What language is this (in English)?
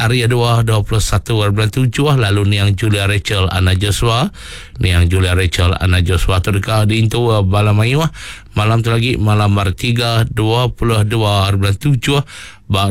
Iban